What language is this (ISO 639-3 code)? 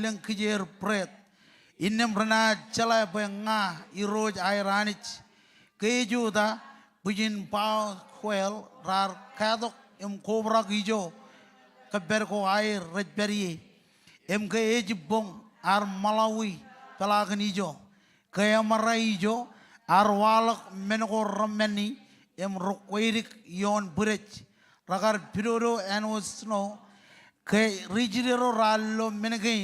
mah